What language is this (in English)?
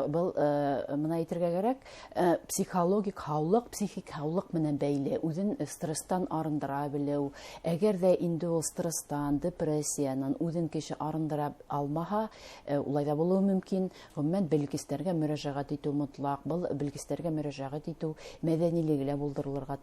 Bashkir